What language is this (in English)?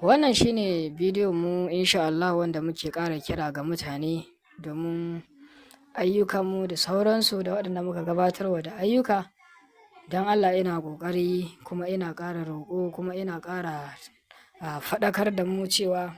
Hausa